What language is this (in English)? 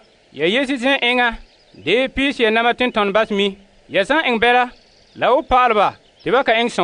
Frafra